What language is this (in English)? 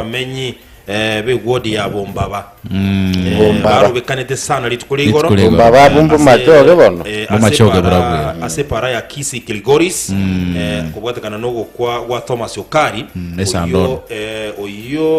Gusii